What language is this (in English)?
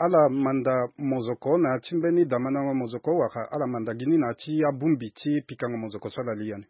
Sango